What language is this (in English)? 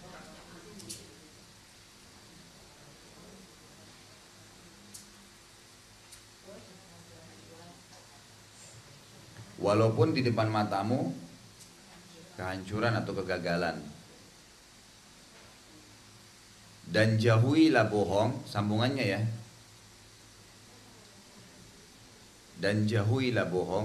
Indonesian